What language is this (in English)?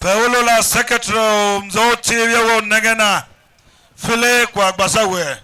Tiv